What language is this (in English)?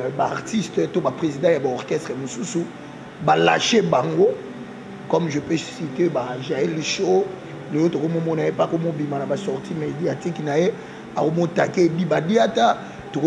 Lingala